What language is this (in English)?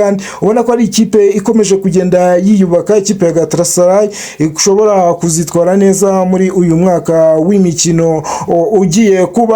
Kinyarwanda